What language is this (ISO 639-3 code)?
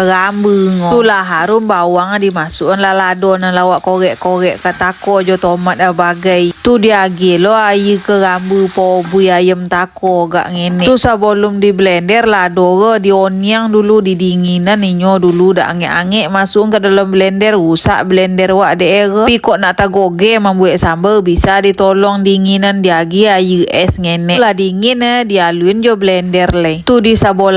min